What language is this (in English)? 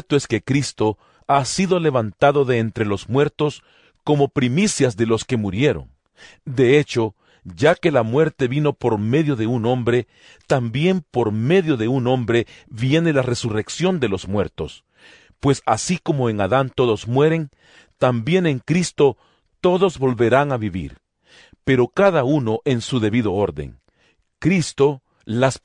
Spanish